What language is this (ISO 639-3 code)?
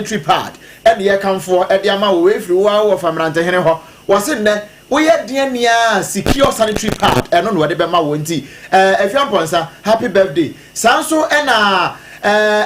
aka